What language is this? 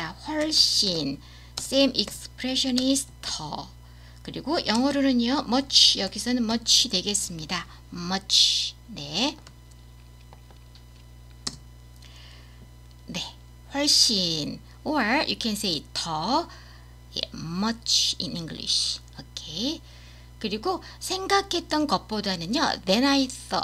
Korean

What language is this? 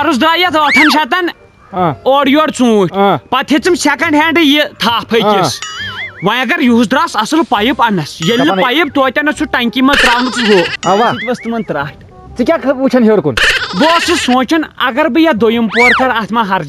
Kashmiri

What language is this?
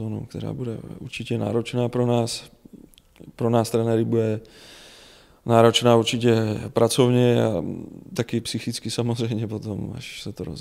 Czech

